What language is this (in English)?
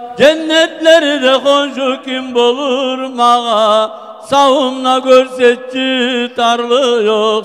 Kumyk